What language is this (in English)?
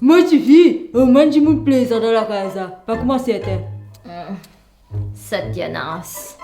Morisyen